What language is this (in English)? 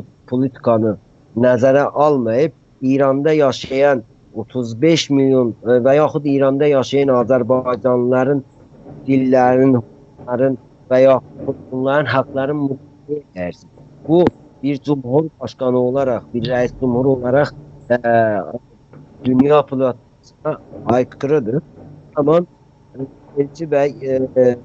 South Azerbaijani